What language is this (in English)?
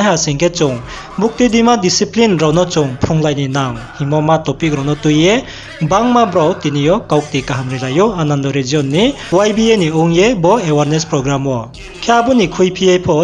Riang (India)